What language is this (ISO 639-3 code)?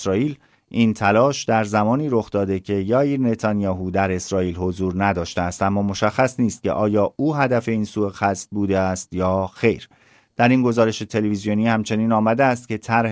fas